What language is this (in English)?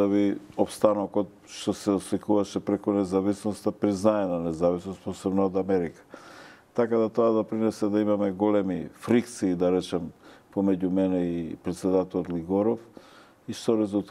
Macedonian